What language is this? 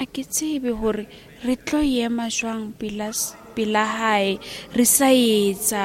Southern Sotho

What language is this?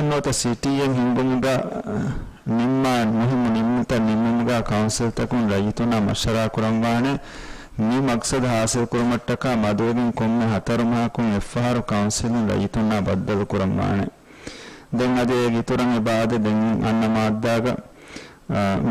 Divehi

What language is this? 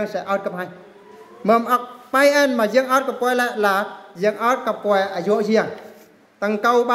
Eastern Bru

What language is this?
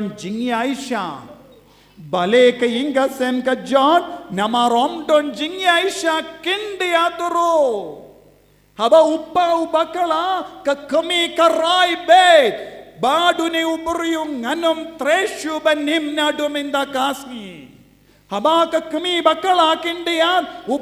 Khasi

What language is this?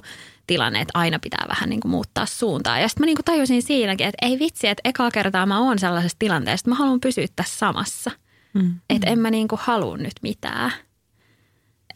Finnish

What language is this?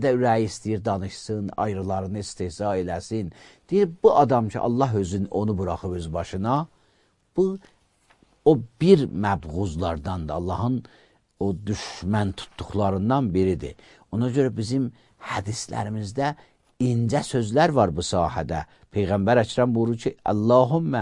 Azerbaijani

